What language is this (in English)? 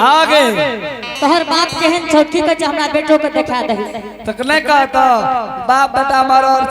Angika